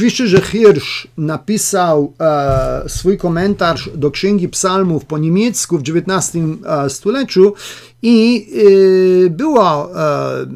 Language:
Polish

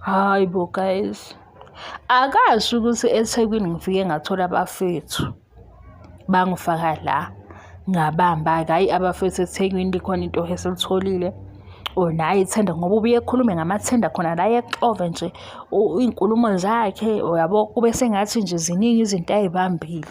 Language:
Zulu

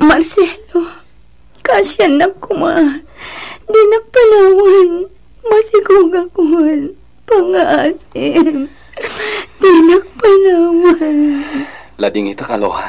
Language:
Iloko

